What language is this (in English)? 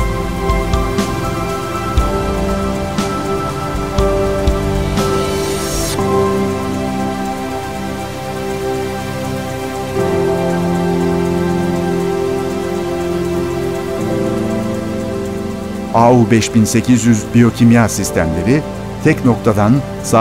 Turkish